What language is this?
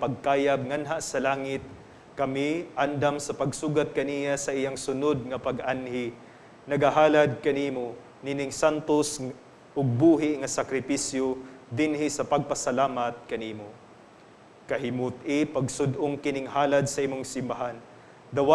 Cebuano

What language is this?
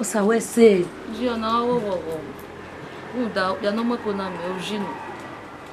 Bini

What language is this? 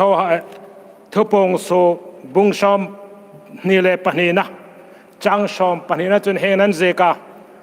Hmar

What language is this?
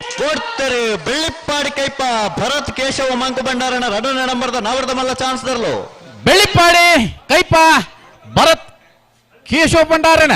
Tulu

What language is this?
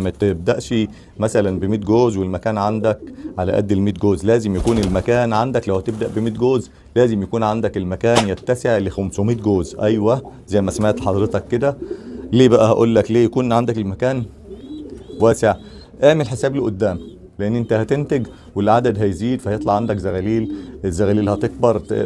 Egyptian Arabic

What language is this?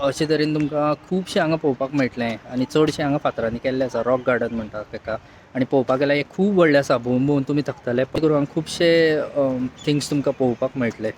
Konkani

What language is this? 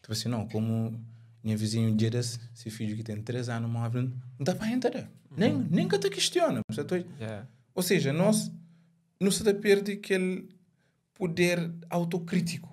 Kabuverdianu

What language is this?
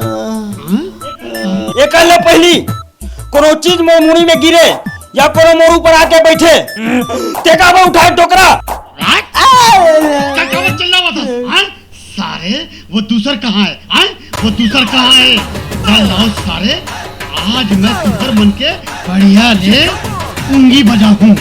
Chhattisgarhi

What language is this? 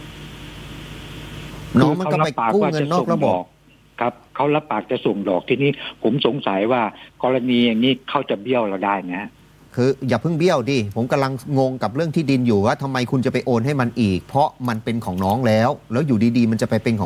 Thai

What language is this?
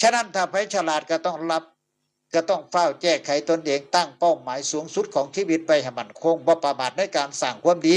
Northeastern Thai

